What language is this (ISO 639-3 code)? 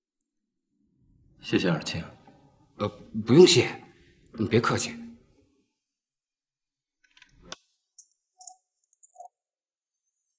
zho